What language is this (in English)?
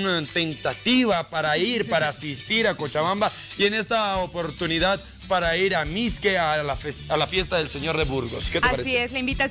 Spanish